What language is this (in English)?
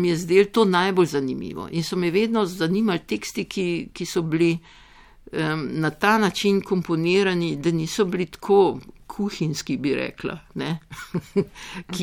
Slovenian